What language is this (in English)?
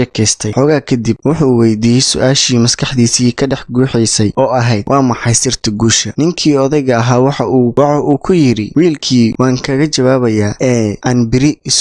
Somali